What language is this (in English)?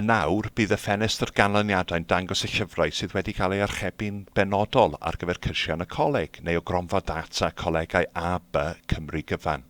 Welsh